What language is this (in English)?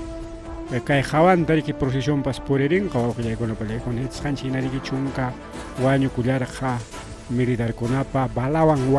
Ayacucho Quechua